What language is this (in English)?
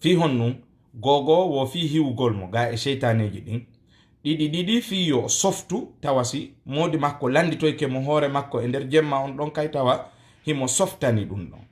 Fula